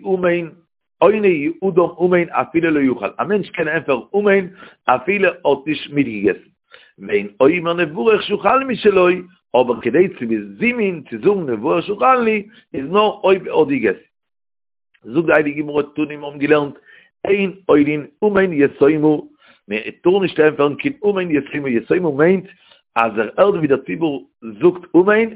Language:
Yiddish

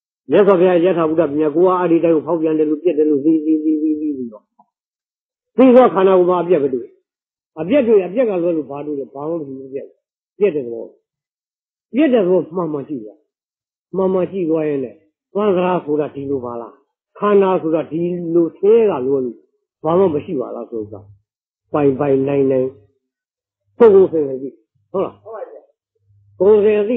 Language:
Burmese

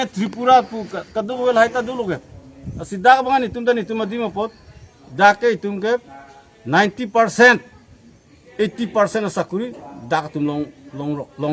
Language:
Karbi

